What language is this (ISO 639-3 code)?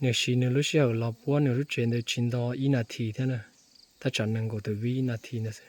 hmn